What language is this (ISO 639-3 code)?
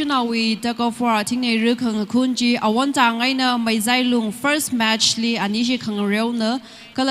nmf